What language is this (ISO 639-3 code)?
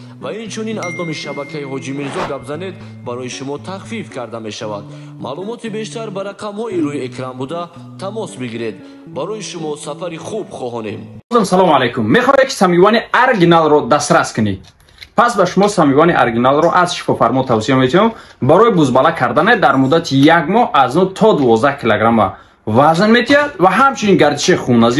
tgk